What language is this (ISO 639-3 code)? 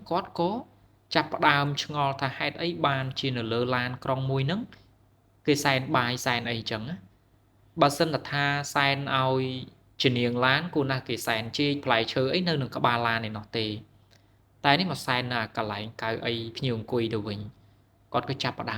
khm